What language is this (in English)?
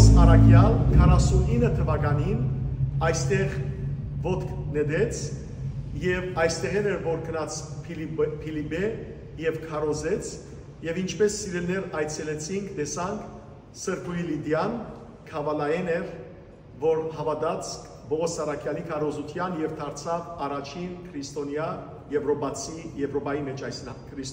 Western Armenian